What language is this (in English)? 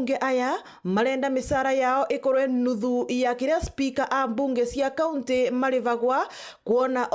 Meru